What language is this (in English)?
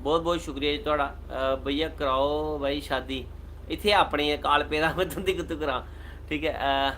Dogri